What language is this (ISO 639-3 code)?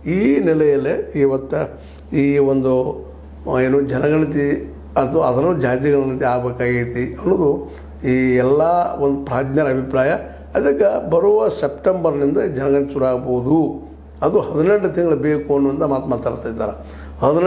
kan